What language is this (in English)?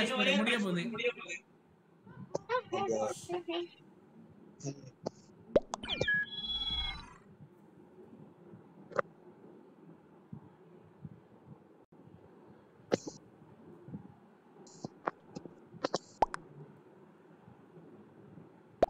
Tamil